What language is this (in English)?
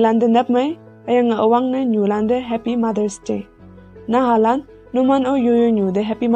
Konyak Naga